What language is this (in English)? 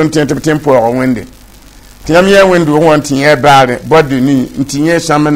Mossi